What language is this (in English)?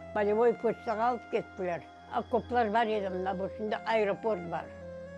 Crimean Tatar